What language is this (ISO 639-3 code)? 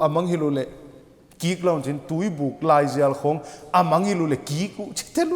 pck